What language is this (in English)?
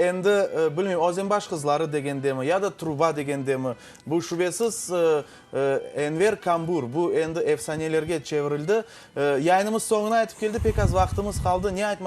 Crimean Tatar